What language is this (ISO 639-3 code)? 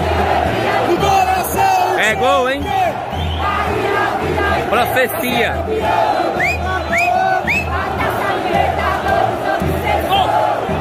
por